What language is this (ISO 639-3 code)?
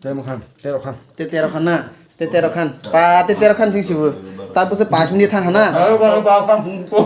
trp